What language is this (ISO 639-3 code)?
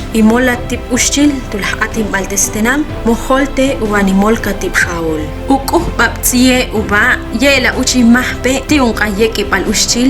ixl